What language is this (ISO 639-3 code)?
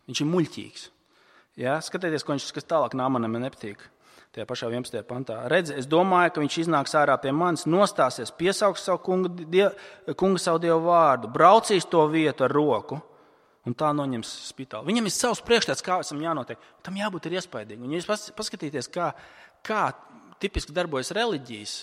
lav